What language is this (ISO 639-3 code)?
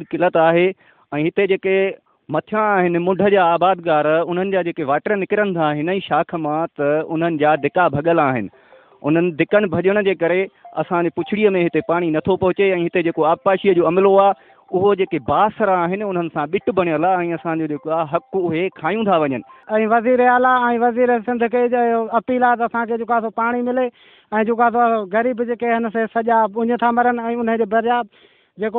snd